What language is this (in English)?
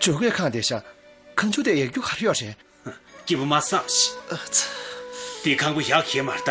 Tibetan